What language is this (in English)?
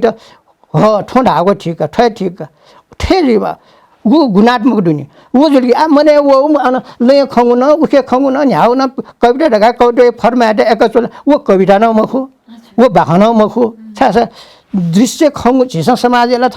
Newari